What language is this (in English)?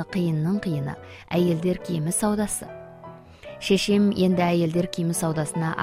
Kazakh